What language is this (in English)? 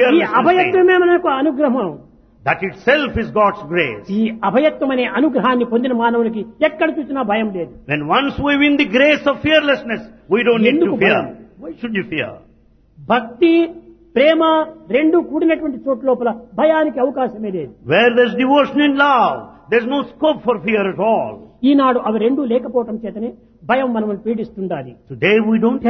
Telugu